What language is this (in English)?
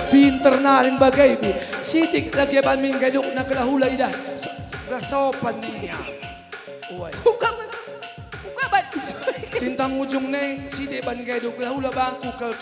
Batak Karo